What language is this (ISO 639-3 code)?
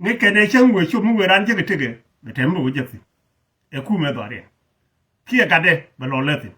nus